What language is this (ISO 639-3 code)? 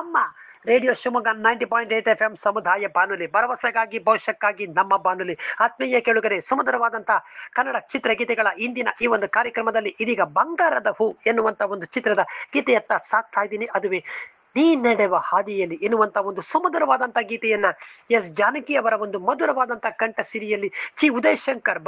kan